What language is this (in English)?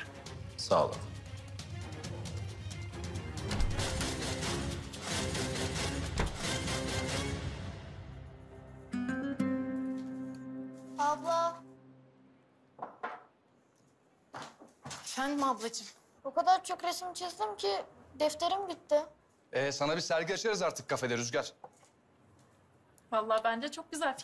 Turkish